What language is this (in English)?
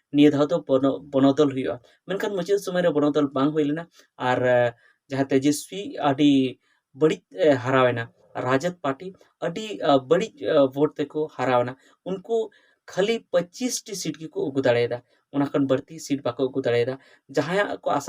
Santali